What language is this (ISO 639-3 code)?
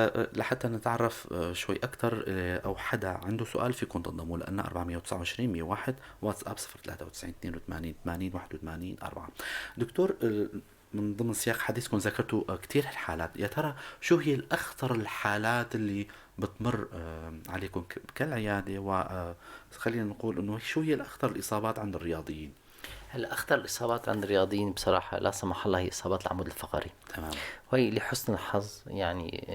apc